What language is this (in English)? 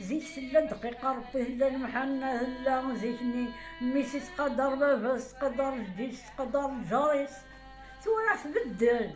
Kabyle